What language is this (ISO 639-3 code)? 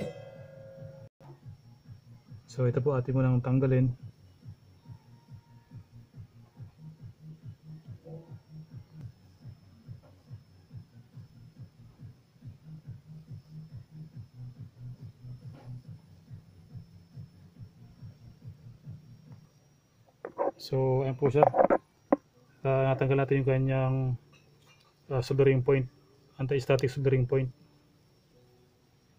fil